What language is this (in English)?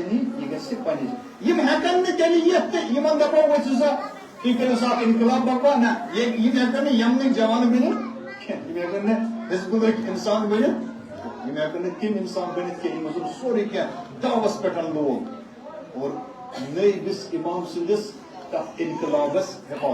Kashmiri